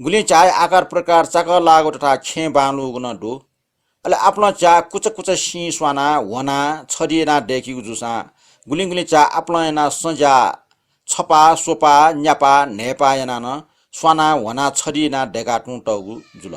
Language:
Newari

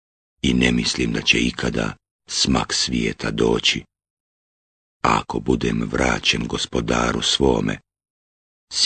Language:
Bosnian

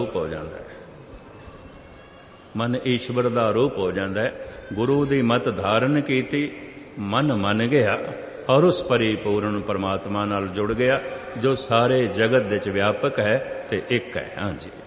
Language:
Punjabi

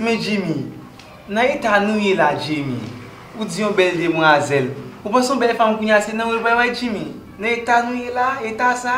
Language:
Haitian Creole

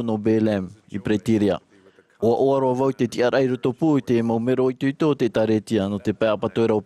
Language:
Tahitian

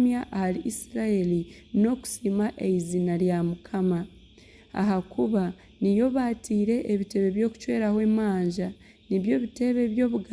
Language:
Nyankole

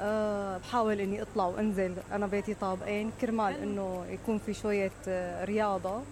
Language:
Mesopotamian Arabic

